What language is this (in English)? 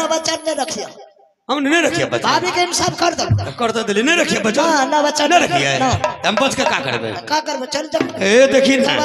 Maithili